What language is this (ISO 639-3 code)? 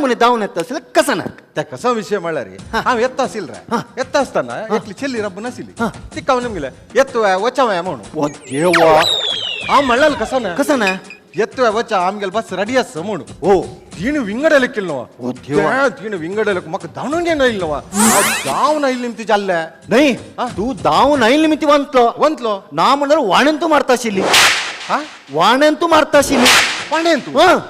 kok